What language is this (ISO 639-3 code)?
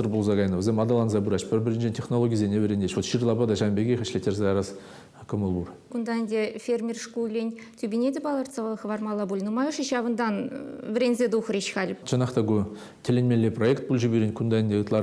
chv